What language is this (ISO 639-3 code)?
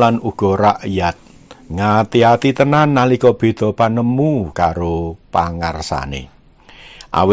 jav